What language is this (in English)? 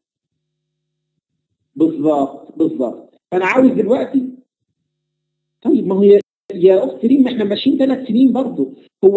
Egyptian Arabic